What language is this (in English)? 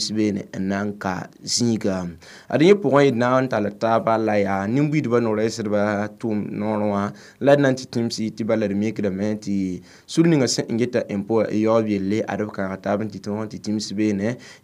Mossi